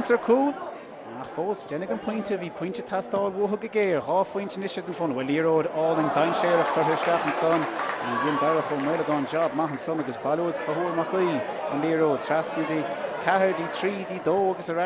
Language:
Irish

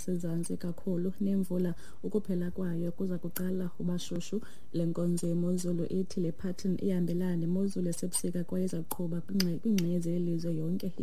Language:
Xhosa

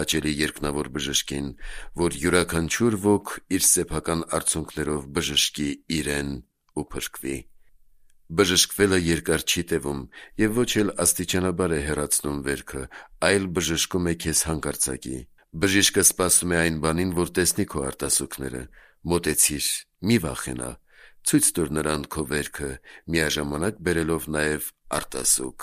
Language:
Armenian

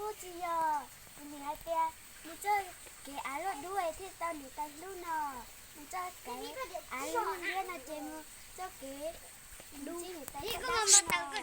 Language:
Hmong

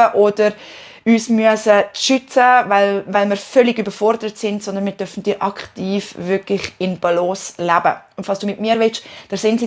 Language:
Swiss German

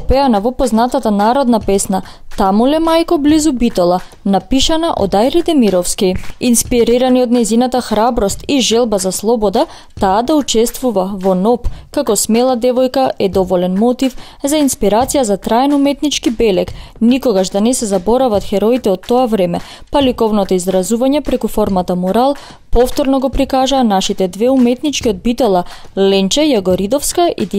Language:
Macedonian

